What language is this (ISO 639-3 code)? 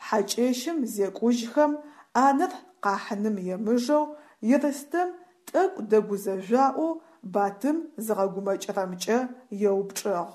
ady